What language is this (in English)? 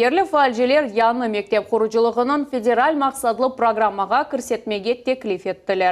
Crimean Tatar